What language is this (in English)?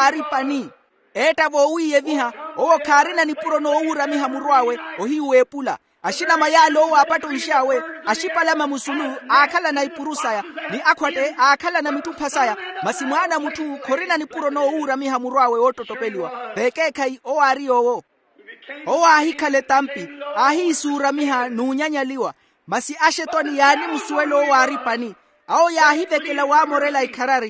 Makhuwa